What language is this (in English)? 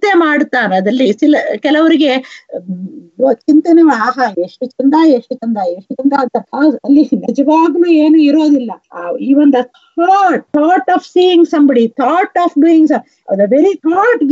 Kannada